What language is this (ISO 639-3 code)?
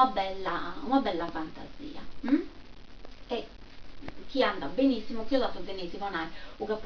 srd